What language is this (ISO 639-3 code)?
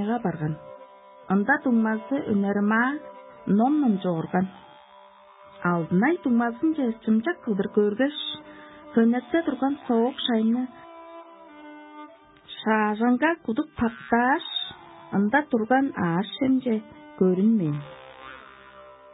tyv